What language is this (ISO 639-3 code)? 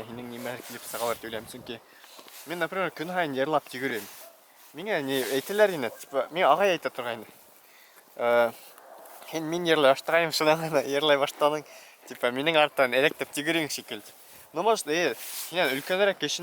bak